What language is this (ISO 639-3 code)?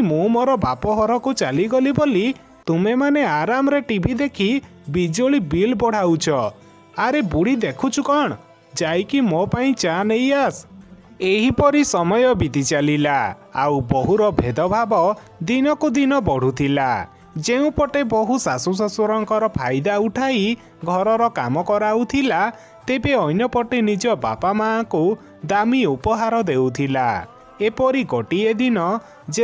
ori